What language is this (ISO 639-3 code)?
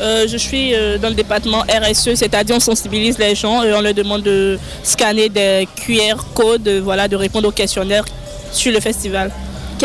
fra